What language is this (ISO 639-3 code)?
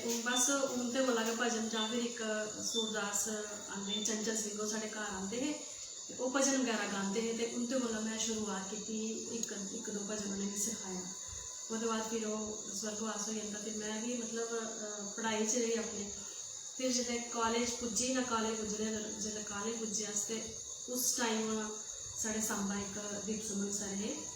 doi